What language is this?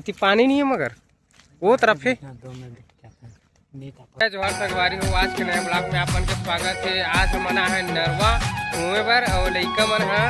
Chhattisgarhi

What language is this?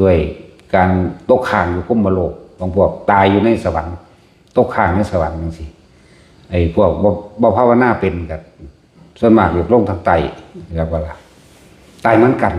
Northeastern Thai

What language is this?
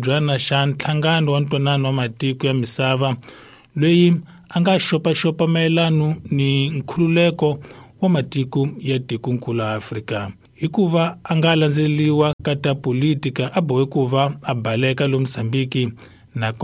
Tsonga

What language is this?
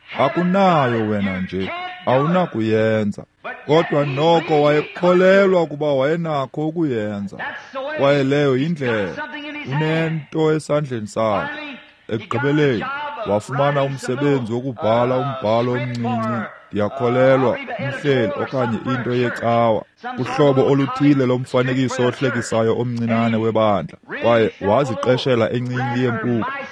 Xhosa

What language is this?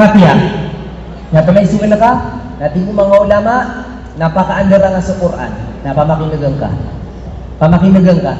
Maranao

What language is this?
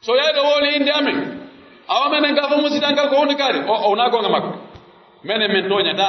Pular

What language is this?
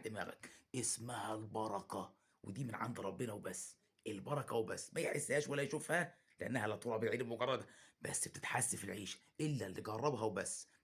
Egyptian Arabic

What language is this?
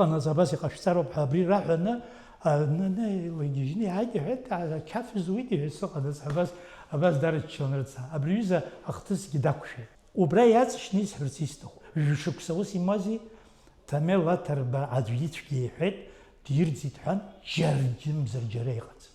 Abkhazian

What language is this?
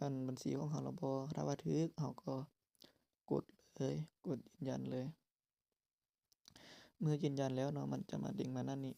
Lao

